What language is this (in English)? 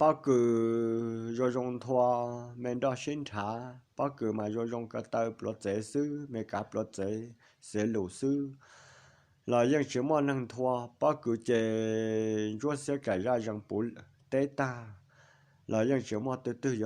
Hmong